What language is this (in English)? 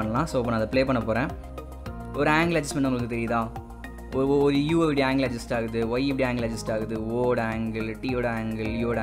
Tamil